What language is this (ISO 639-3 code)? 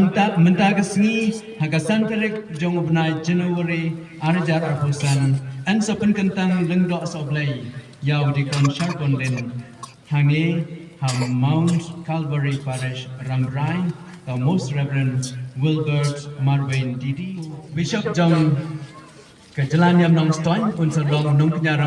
kha